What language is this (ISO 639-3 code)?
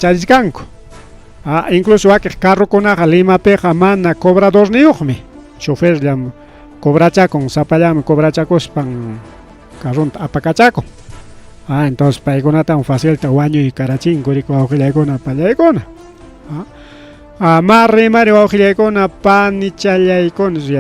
quy